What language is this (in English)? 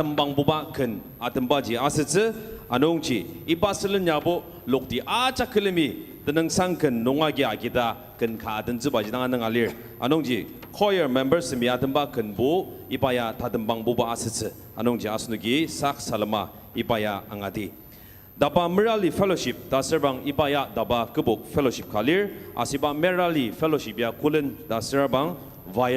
Ao Naga